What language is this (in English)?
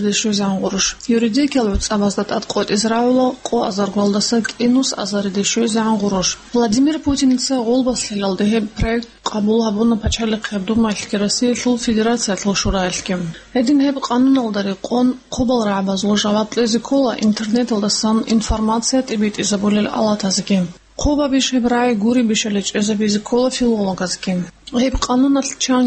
Avaric